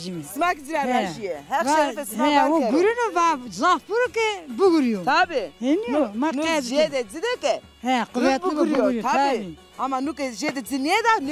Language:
Zaza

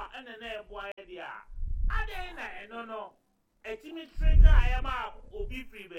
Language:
Akan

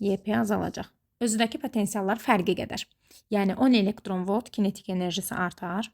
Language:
Azerbaijani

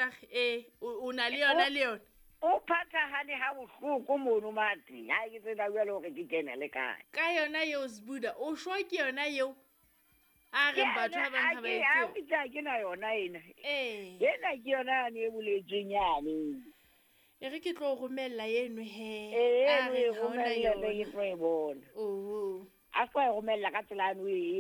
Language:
Southern Sotho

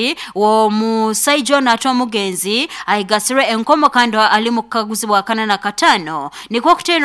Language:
Nyankole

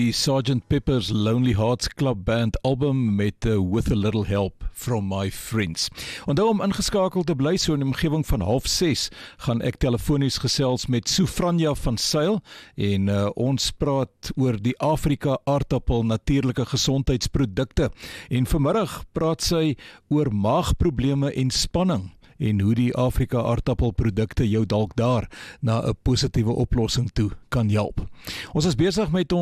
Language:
Afrikaans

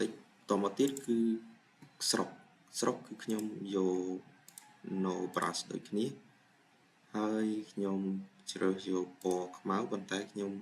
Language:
Khmer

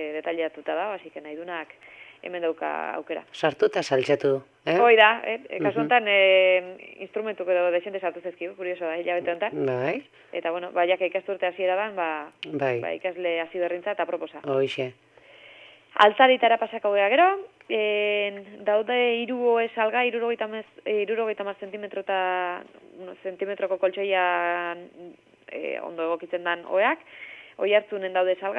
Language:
Basque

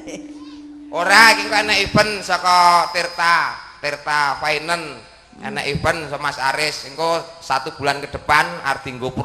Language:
Javanese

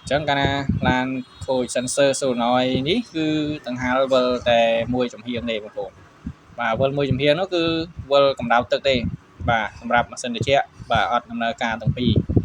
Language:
Khmer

